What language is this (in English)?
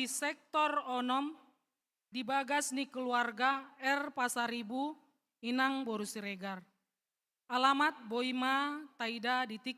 Batak Toba